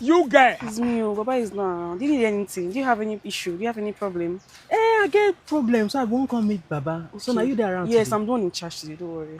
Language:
Nigerian Pidgin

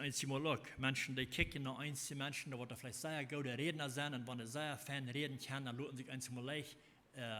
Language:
Plautdietsch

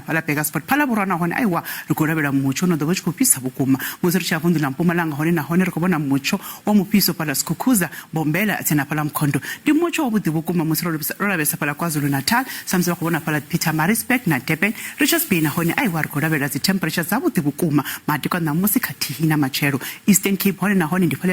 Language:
Venda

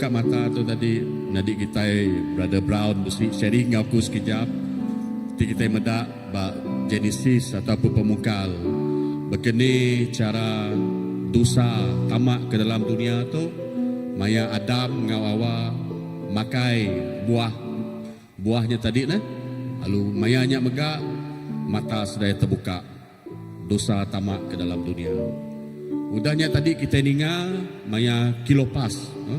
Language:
Iban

